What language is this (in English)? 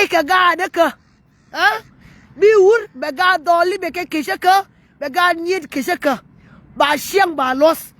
Nuer